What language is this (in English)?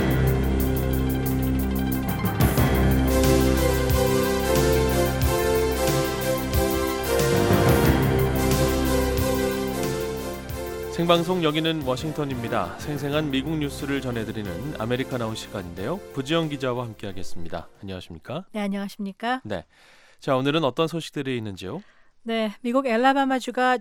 Korean